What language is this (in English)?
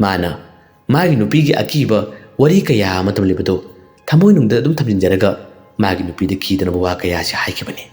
Manipuri